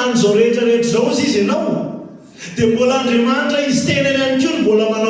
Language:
Malagasy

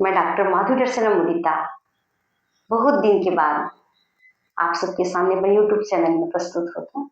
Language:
Chhattisgarhi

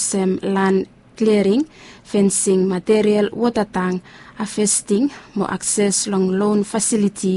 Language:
Bislama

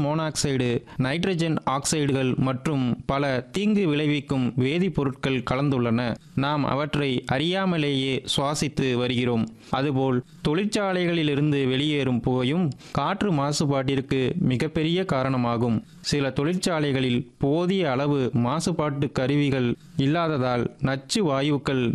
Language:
Tamil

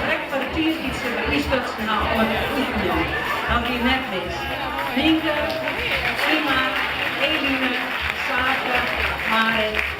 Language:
Western Frisian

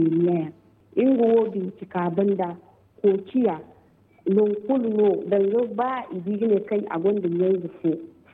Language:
Zarma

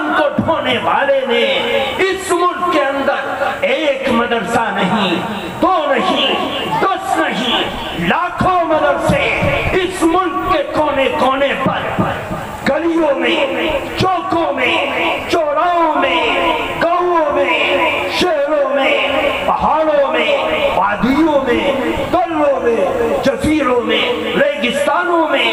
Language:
Urdu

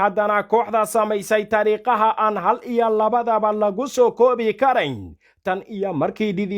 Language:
Somali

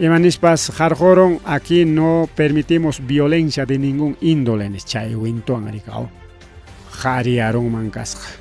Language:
Ayacucho Quechua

